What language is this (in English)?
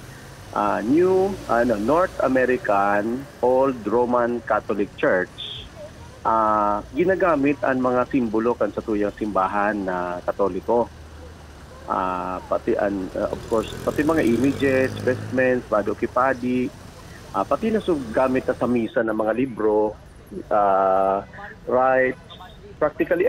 Bikol